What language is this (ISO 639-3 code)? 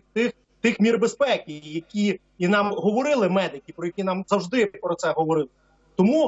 ukr